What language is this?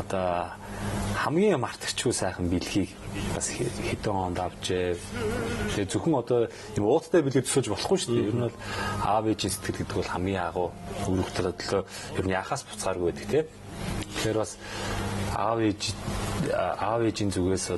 Mongolian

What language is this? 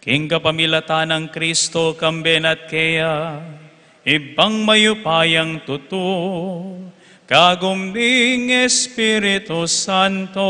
Pampanga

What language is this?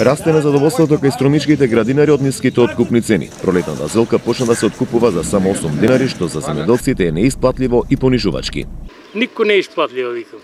Macedonian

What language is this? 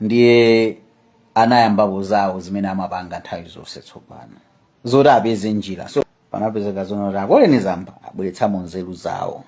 Nyanja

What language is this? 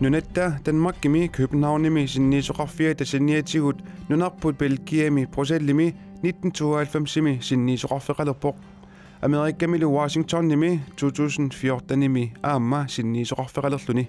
Kalaallisut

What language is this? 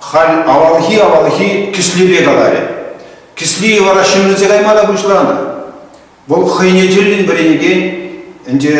Chuvash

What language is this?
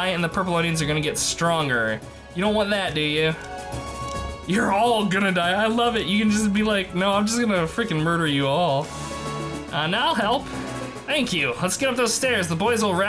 English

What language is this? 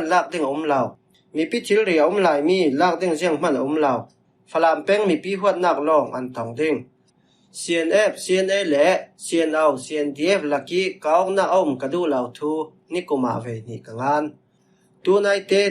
Falam Chin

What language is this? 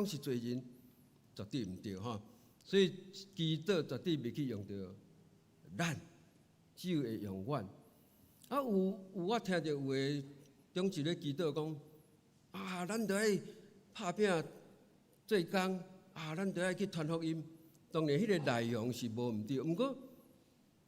Min Nan Chinese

